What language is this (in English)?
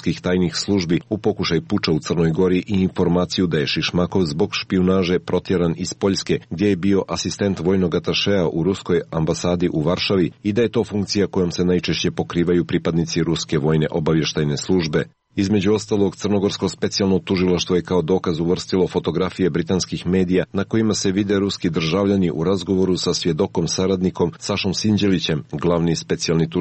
Serbian